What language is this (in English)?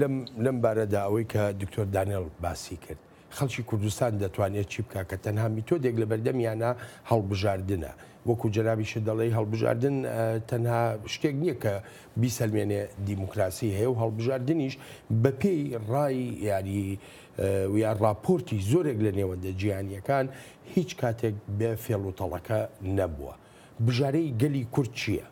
Central Kurdish